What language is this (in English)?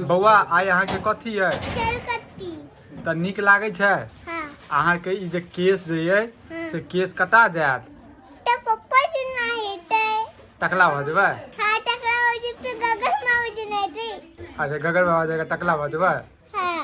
Maithili